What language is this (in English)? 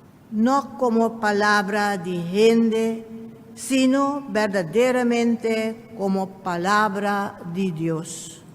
Papiamento